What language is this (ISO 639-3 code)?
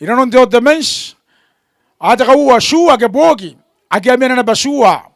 gil